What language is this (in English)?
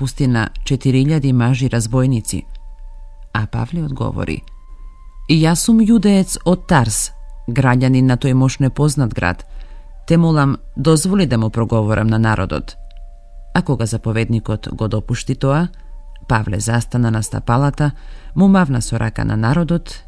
Macedonian